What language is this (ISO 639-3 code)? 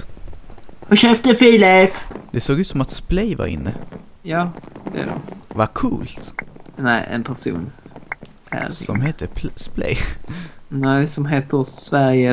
swe